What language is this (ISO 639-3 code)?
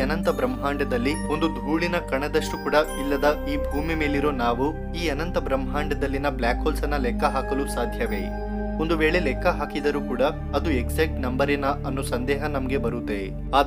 kan